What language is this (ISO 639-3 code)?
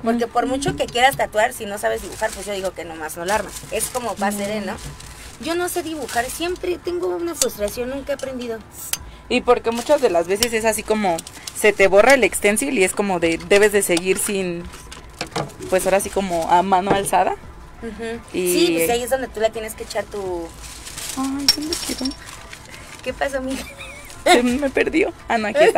spa